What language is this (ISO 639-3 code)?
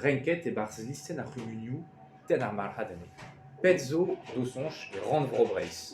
bre